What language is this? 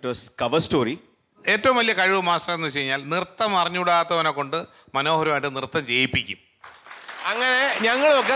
Malayalam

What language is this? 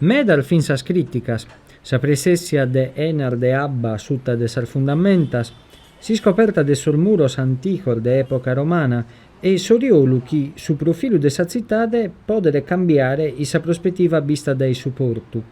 Sardinian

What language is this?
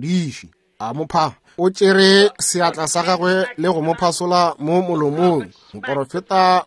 Northern Sotho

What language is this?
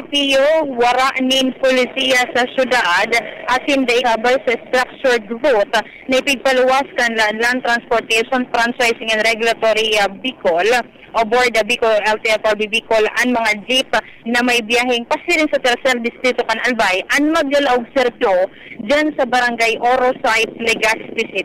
Bikol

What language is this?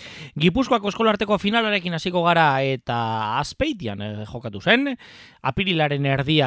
Basque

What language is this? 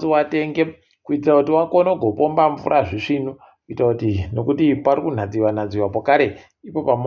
Ndau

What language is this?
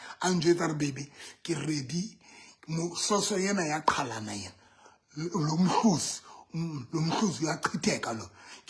Southern Sotho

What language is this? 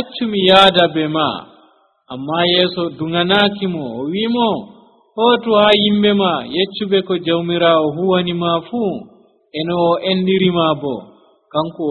Nigerian Fulfulde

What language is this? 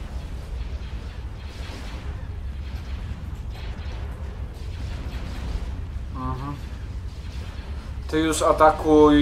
Polish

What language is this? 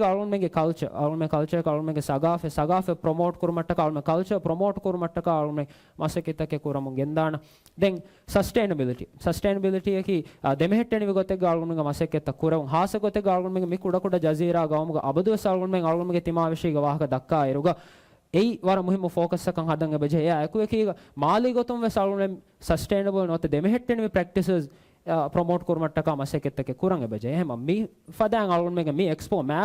Divehi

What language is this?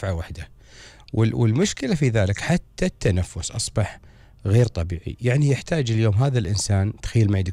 Gulf Arabic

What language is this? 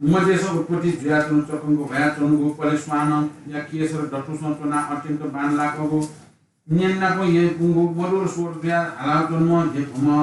Newari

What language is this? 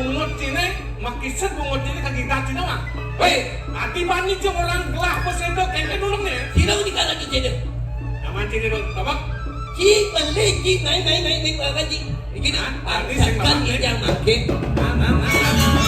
Balinese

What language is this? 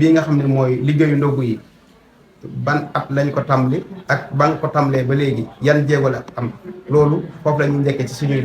Wolof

